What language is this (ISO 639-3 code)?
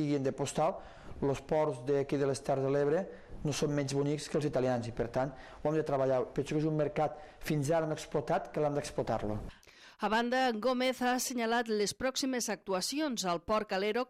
cat